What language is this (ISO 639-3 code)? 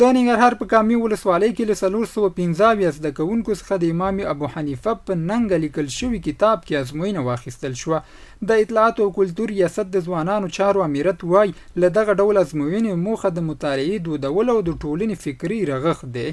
pus